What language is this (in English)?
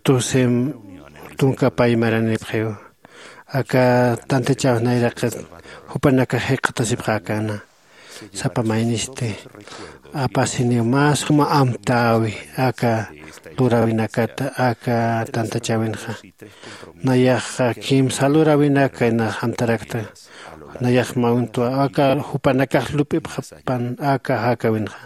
Aymara